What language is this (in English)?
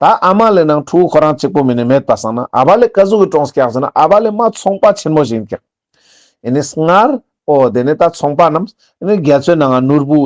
Ladakhi